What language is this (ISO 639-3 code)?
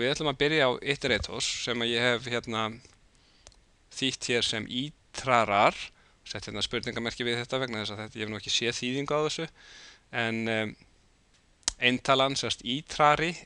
isl